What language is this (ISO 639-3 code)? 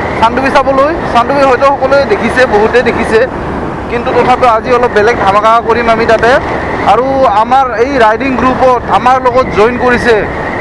asm